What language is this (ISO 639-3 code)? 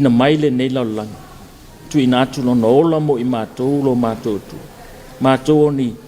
smo